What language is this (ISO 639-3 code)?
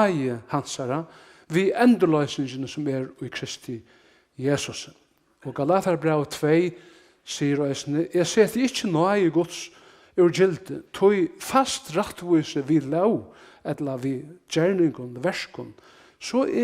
fao